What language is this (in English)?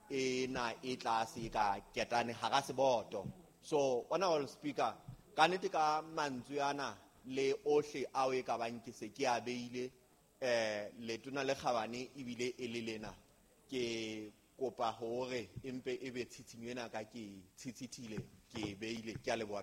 Southern Sotho